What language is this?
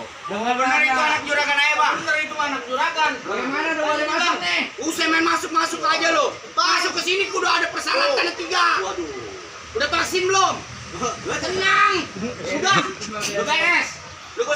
Betawi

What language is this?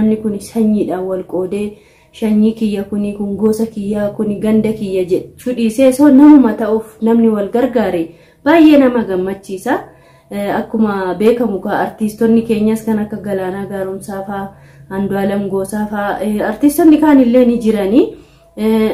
Oromo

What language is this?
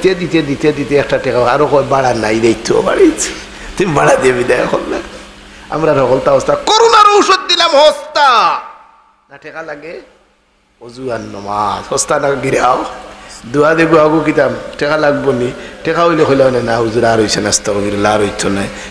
Sylheti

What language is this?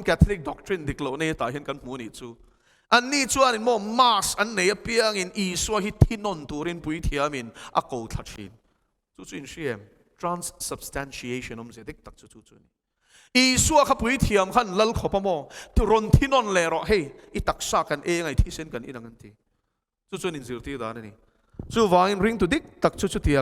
Mizo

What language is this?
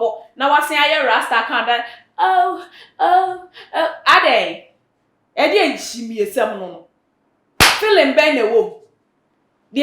Akan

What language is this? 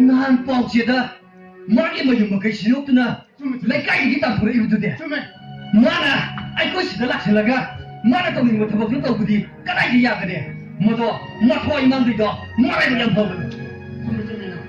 Manipuri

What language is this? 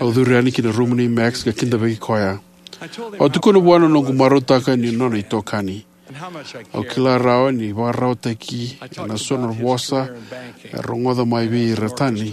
Fijian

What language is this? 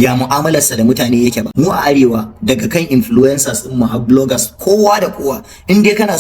Hausa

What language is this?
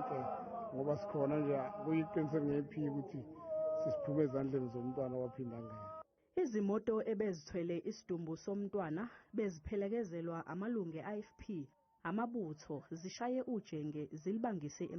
Zulu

